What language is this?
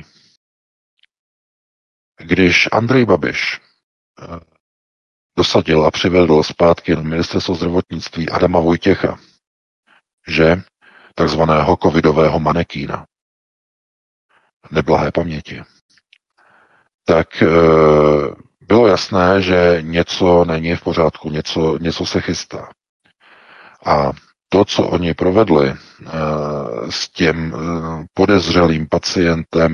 Czech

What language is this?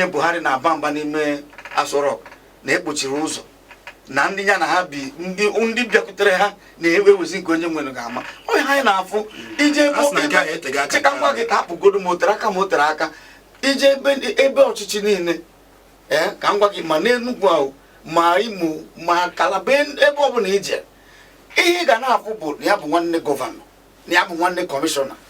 Igbo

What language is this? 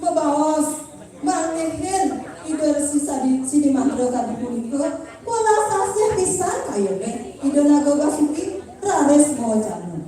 Balinese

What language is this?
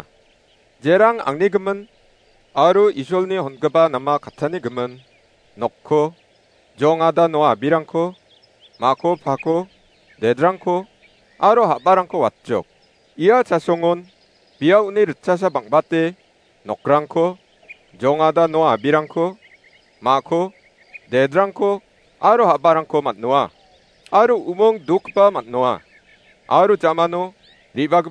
Garo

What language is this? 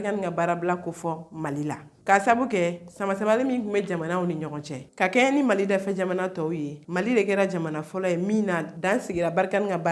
Bambara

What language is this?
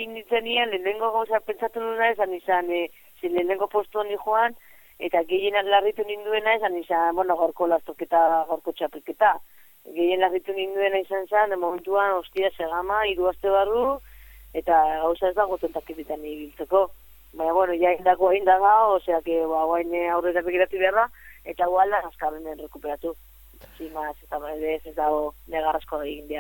Basque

